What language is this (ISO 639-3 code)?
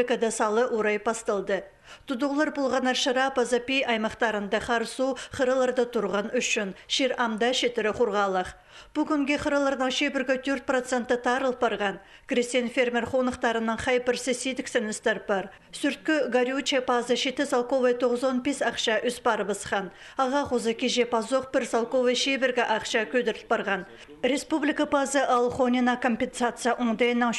kjh